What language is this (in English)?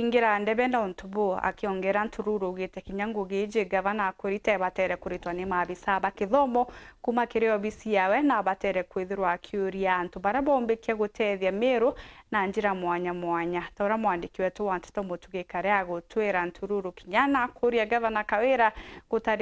Meru